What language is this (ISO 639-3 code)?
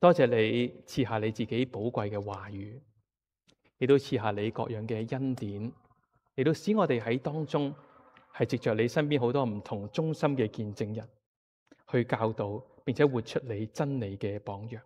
yue